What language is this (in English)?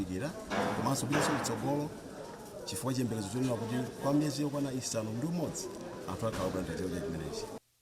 Nyanja